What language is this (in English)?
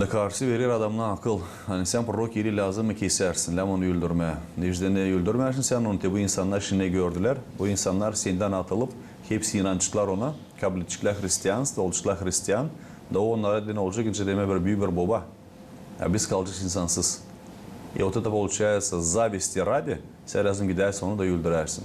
Gagauz